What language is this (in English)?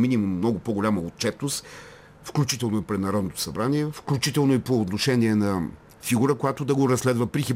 Bulgarian